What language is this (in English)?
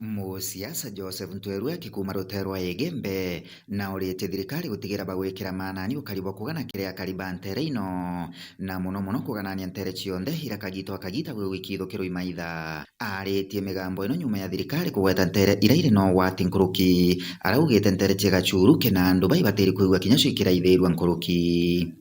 Meru